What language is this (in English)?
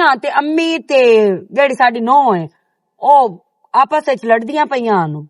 Western Panjabi